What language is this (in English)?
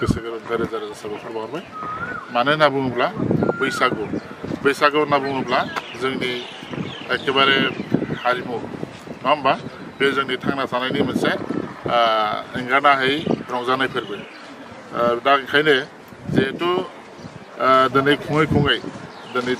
Bodo